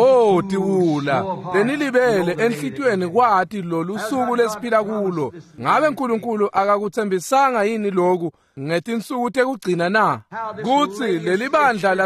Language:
Swati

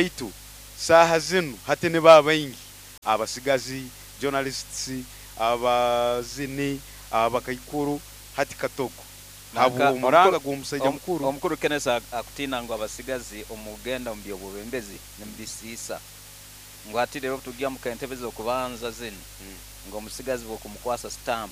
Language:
Nyoro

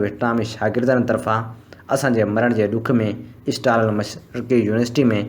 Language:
Sindhi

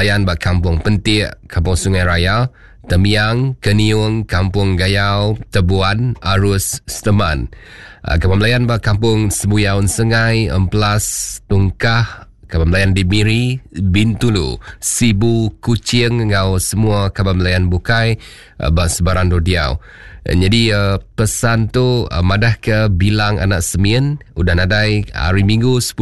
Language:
Iban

